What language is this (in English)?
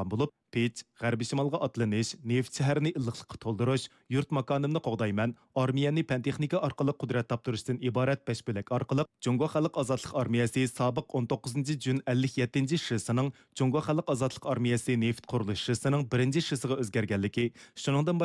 Uyghur